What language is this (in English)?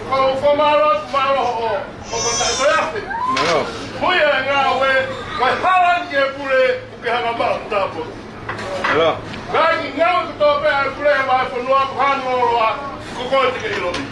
Tongan